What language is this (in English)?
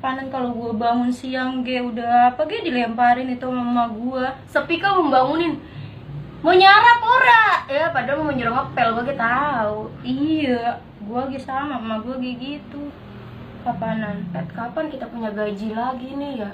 Betawi